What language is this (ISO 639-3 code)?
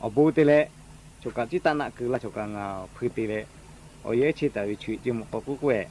lhu